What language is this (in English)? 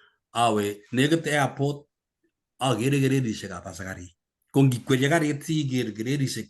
Kalenjin